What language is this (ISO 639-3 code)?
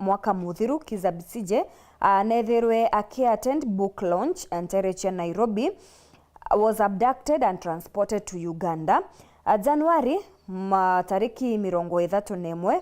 mer